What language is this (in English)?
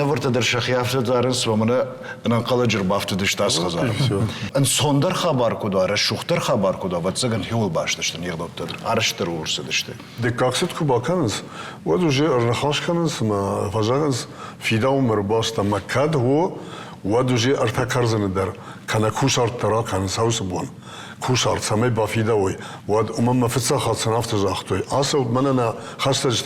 Ossetic